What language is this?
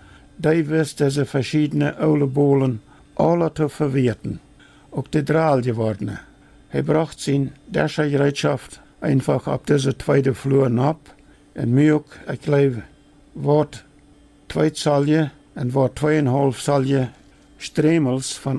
Plautdietsch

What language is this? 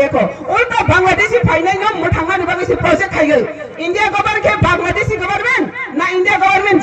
Kok Borok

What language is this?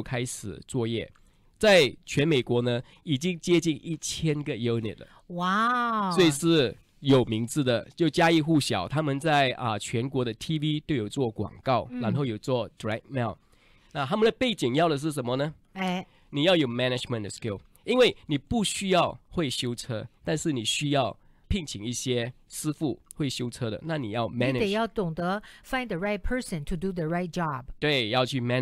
Chinese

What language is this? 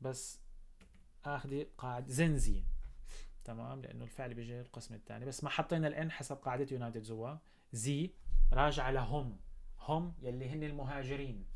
North Levantine Arabic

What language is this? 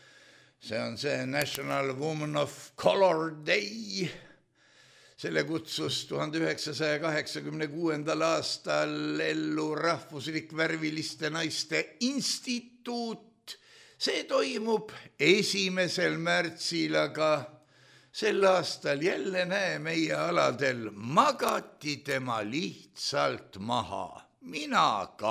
Estonian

